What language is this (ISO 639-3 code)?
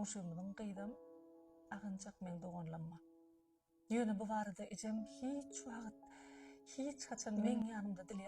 tuk